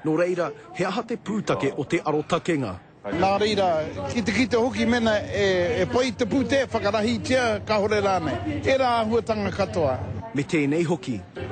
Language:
Māori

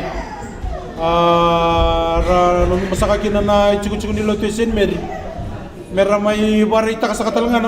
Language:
Fijian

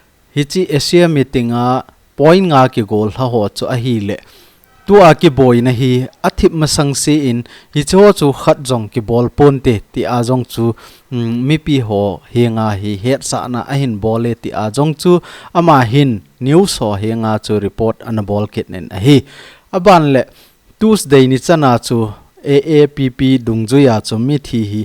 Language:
Thado Chin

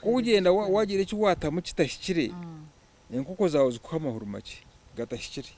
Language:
Nyankole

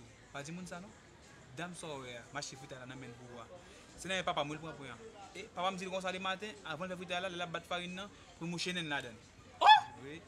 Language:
Haitian Creole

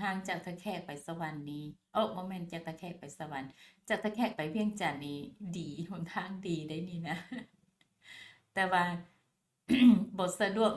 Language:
Lao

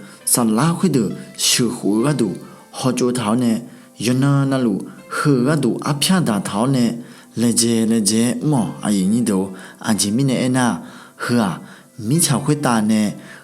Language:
Akha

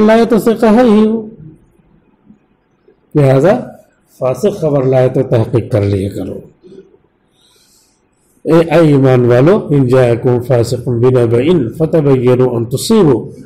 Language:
Urdu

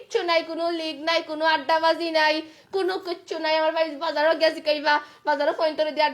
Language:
Sylheti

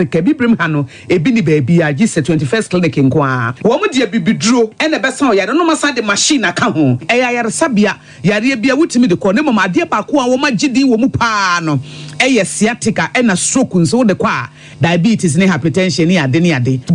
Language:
Akan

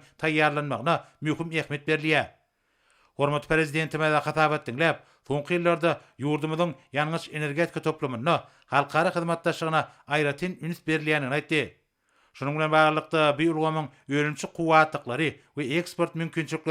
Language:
Turkmen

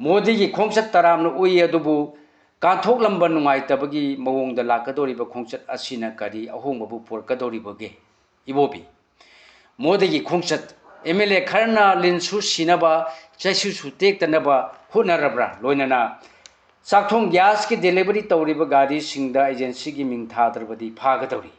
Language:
Manipuri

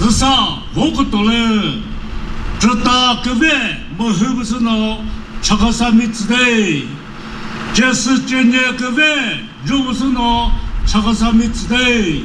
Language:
Chokri Naga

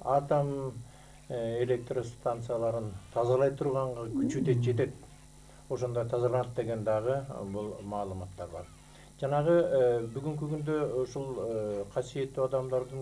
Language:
Kyrgyz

